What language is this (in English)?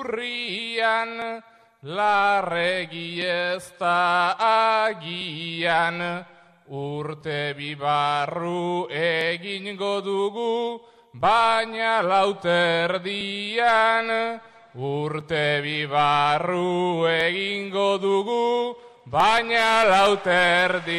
Basque